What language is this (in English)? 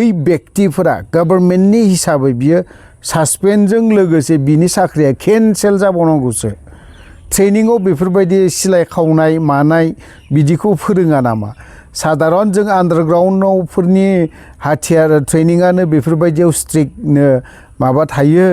Bodo